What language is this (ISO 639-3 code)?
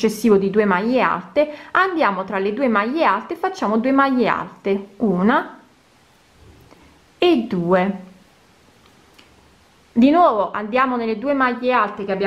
ita